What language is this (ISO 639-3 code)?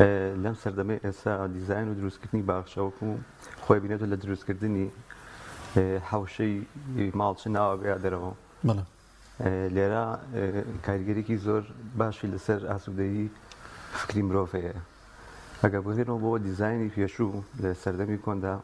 ckb